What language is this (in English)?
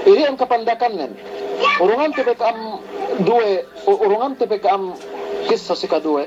Yakan